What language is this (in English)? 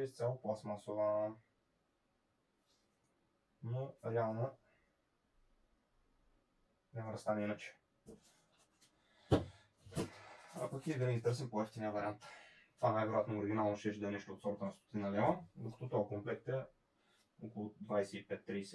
Bulgarian